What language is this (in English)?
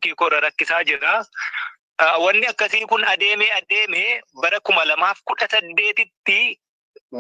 Oromo